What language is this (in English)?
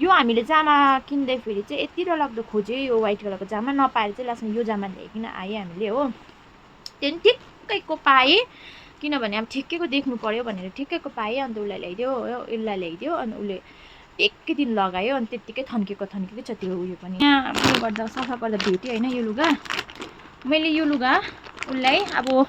Nepali